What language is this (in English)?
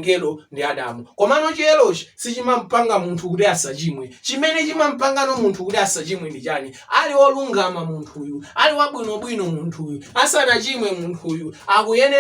Nyanja